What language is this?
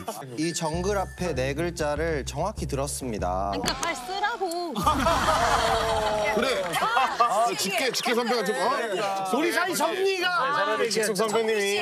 Korean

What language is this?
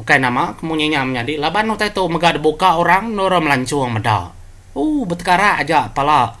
Iban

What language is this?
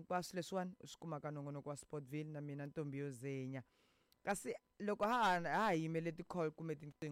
Tsonga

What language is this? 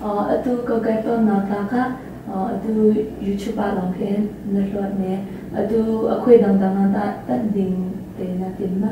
Hakha Chin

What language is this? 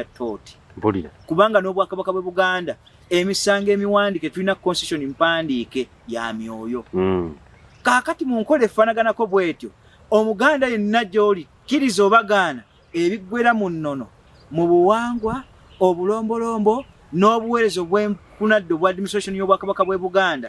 Ganda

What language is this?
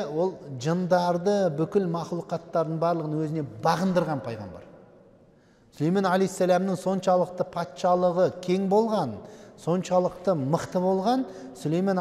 Kazakh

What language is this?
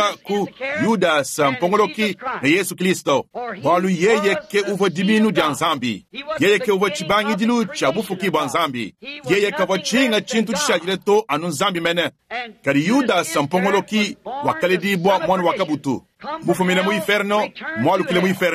Luba-Lulua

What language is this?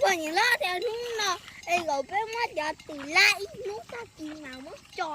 Hmong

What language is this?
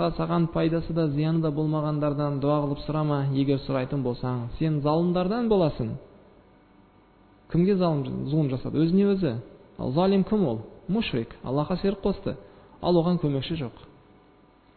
Kazakh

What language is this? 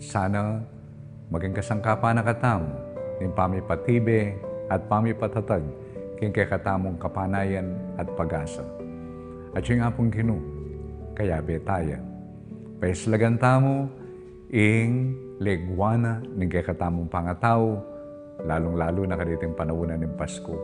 Pampanga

